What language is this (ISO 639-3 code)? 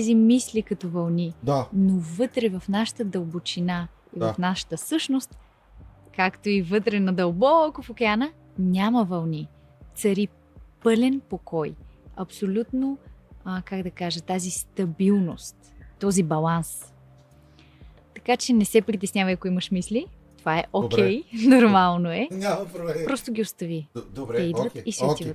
bul